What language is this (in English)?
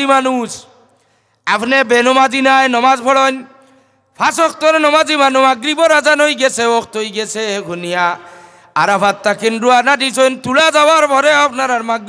Sylheti